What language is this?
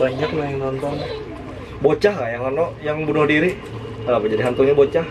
Banjar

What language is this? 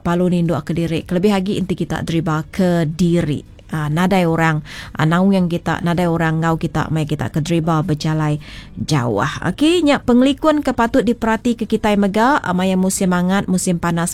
Iban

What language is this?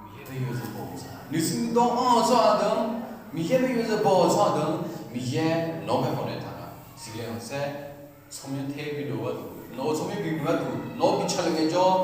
Akha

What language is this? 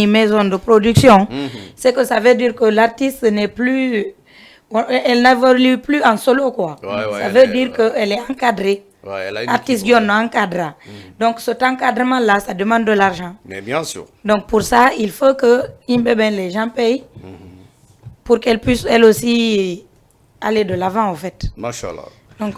Fula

